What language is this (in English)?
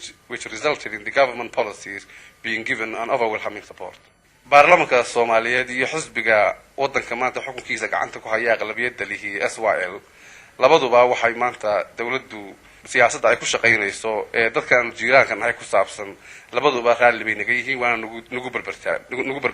Somali